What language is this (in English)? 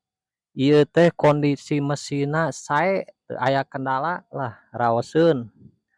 Sundanese